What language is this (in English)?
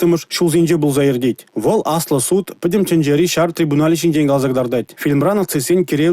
Chuvash